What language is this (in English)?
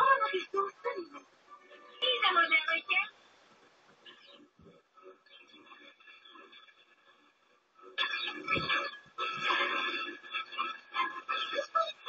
Serbian